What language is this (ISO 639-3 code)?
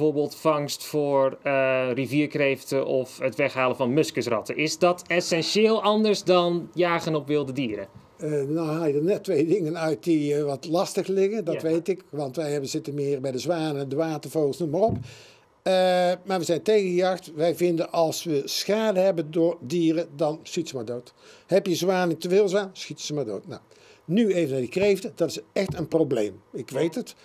nld